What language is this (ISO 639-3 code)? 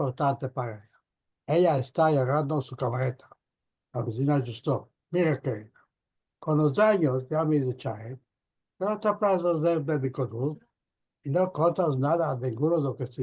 lad